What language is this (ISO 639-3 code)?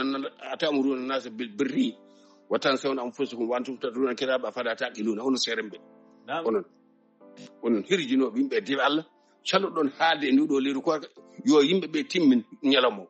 ful